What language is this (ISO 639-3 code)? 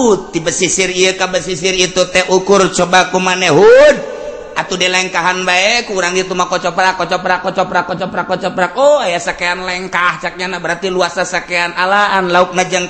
sun